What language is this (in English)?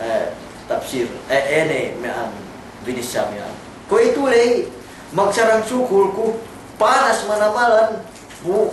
Yakan